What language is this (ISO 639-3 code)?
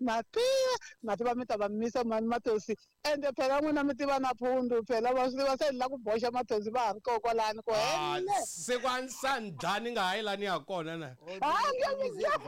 tso